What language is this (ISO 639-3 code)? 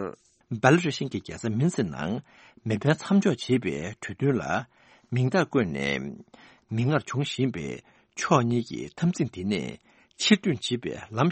bod